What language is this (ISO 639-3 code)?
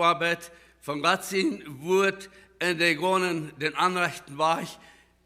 pdt